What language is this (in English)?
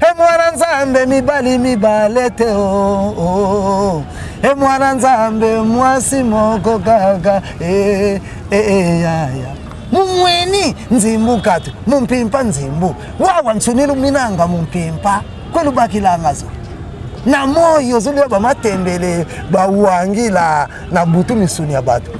Lingala